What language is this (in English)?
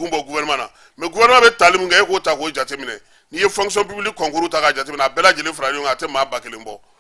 Bambara